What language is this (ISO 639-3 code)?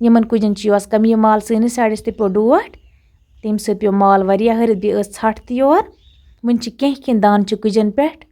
kas